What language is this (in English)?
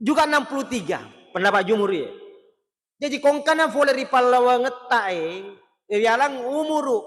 Buginese